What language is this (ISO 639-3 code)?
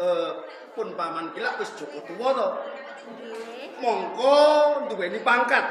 jav